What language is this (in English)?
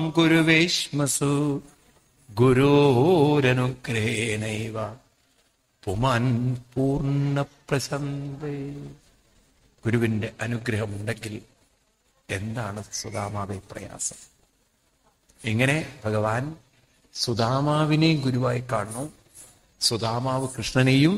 Malayalam